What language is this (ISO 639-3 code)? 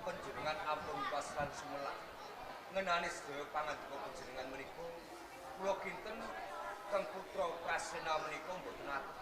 jav